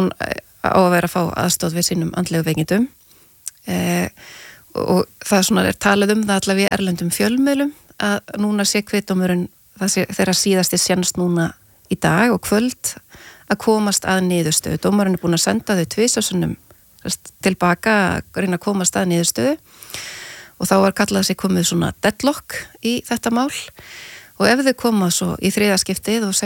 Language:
Icelandic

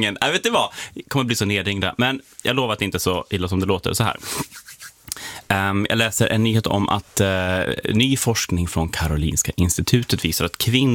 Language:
Swedish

